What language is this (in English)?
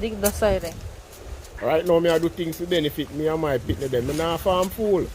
Jamaican Creole English